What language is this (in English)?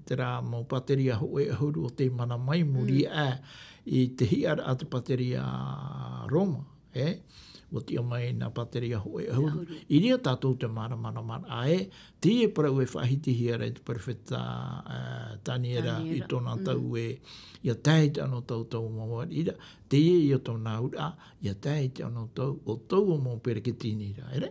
Tahitian